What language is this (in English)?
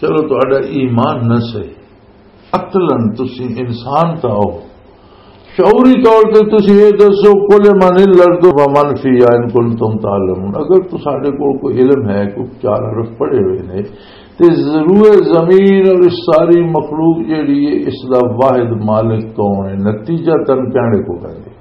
Western Panjabi